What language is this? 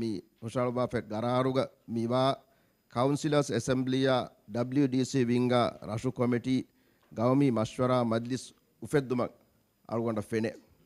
Divehi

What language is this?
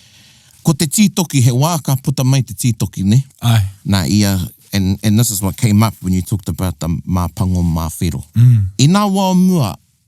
Māori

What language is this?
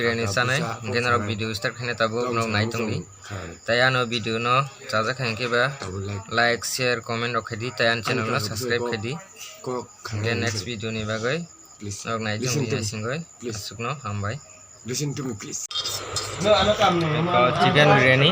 Kok Borok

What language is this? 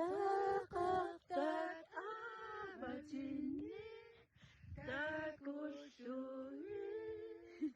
Kalaallisut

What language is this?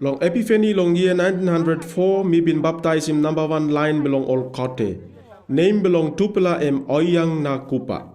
Tok Pisin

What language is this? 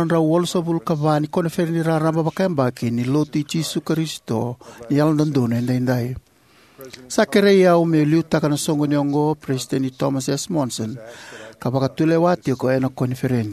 Fijian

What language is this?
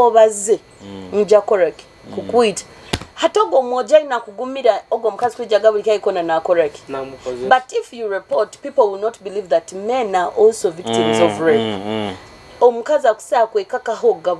Nyoro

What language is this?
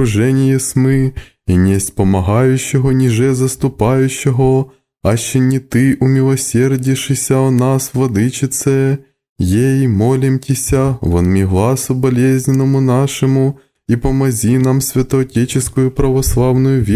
Church Slavic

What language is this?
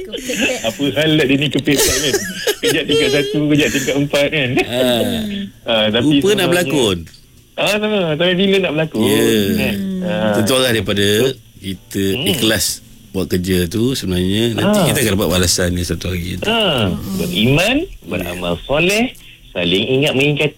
Malay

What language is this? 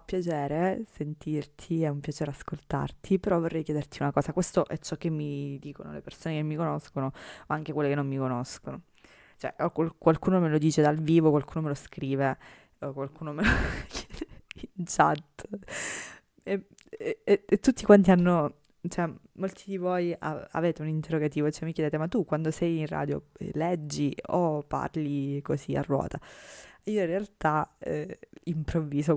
Italian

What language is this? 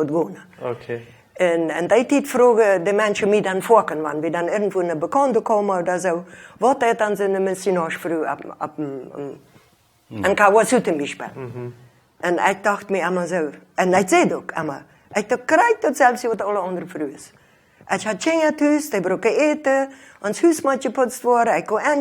Plautdietsch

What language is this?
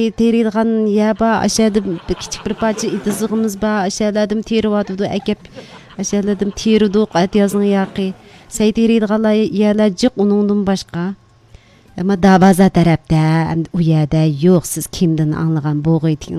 Uyghur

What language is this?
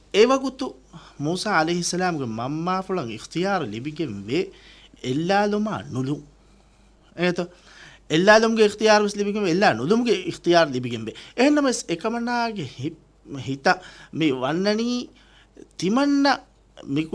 Divehi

